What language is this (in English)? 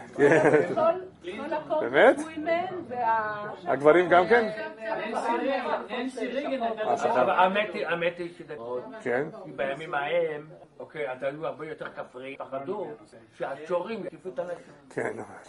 Hebrew